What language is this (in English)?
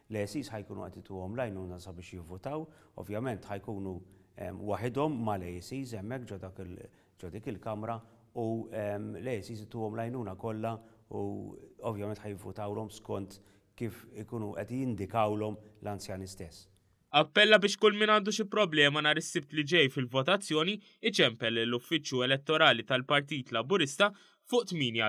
Maltese